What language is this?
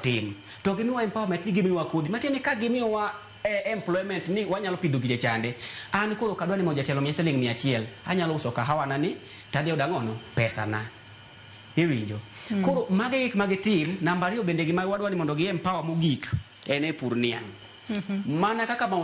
Luo (Kenya and Tanzania)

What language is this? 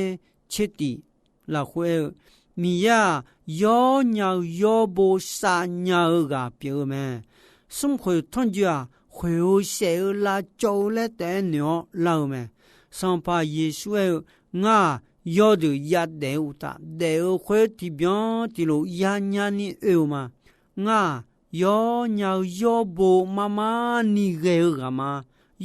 Akha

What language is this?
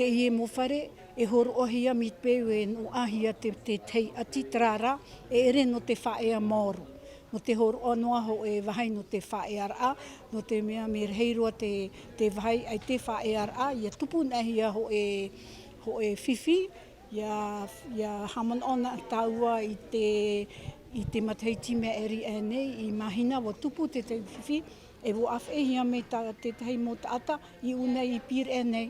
Tahitian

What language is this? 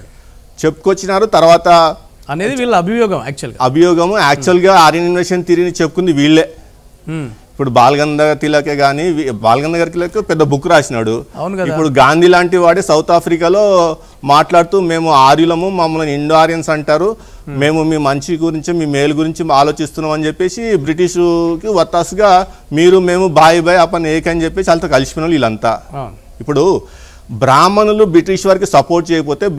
Telugu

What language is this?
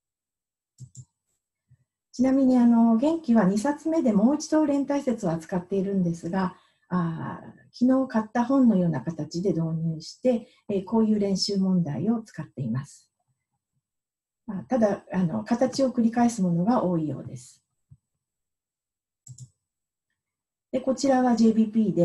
Japanese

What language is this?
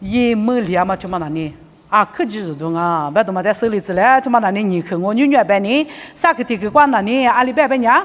Lisu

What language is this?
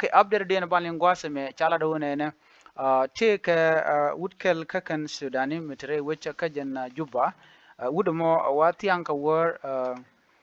Nuer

